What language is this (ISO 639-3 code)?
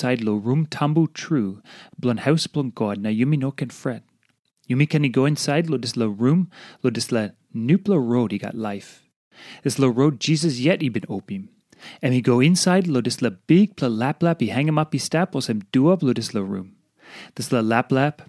tpi